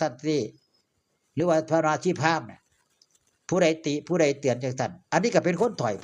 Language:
Northeastern Thai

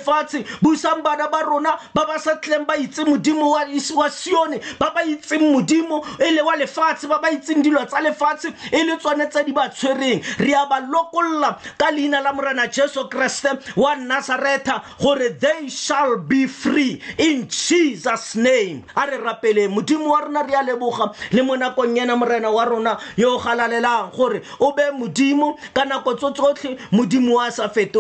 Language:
Tswana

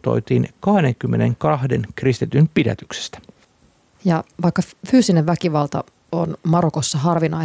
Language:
Finnish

